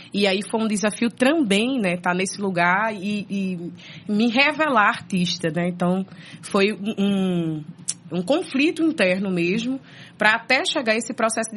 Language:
Portuguese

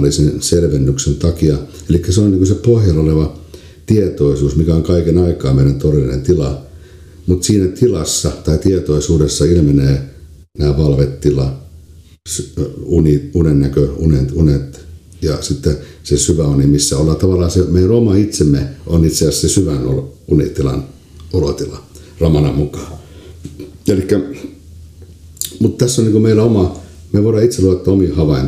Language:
Finnish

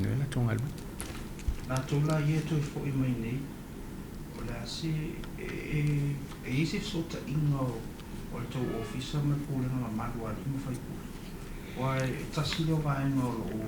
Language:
Samoan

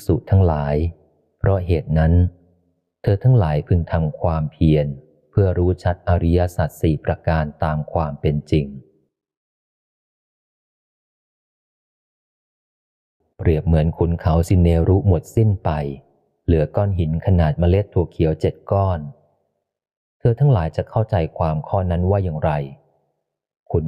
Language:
Thai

